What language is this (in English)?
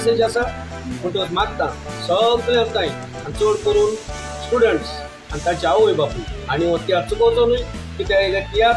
Konkani